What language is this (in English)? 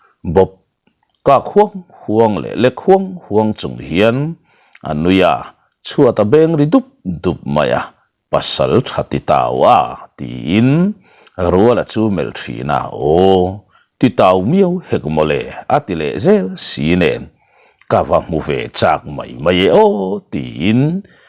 Mizo